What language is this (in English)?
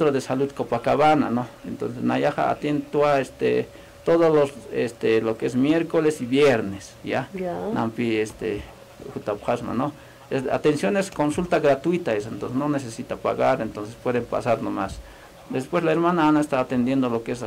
Aymara